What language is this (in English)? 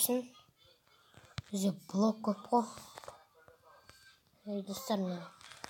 Kazakh